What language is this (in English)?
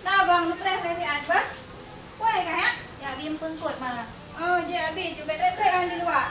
Achinese